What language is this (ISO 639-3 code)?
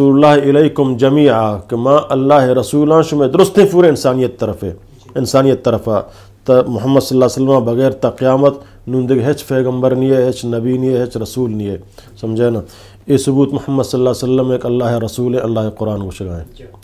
bgp